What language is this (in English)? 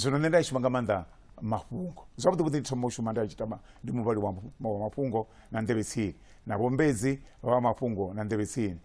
Venda